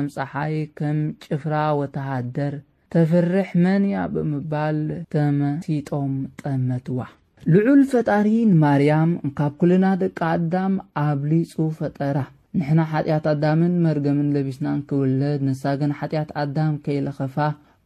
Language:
Tigrinya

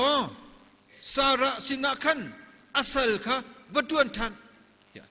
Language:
Hakha Chin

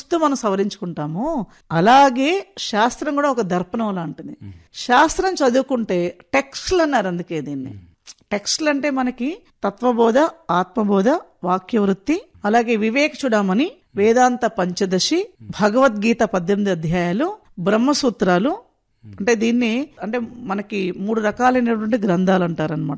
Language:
Telugu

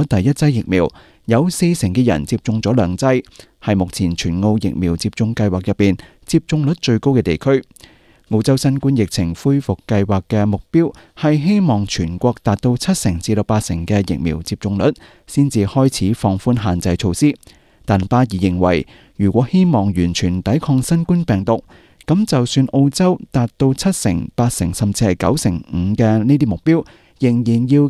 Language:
Cantonese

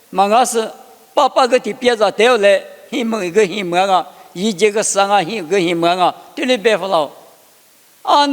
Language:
Lisu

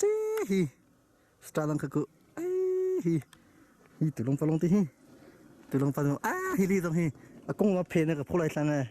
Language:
Hakha Chin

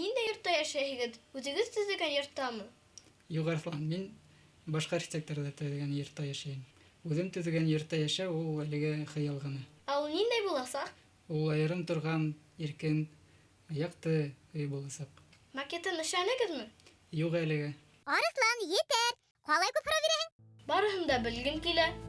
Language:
Bashkir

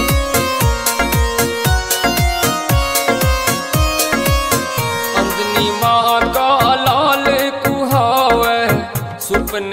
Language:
Bhojpuri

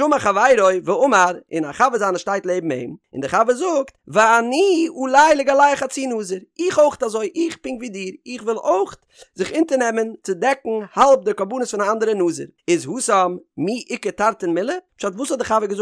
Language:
Yiddish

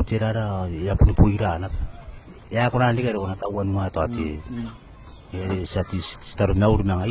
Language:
Gilbertese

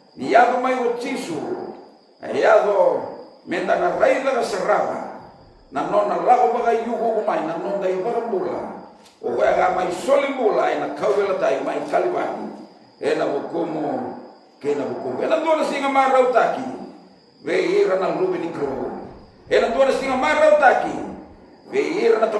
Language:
Fijian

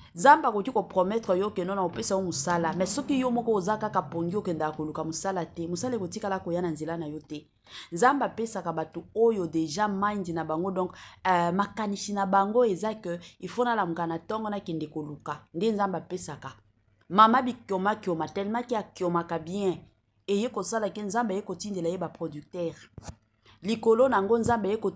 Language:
Lingala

